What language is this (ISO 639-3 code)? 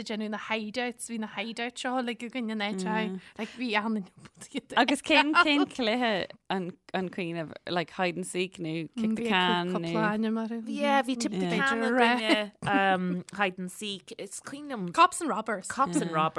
gle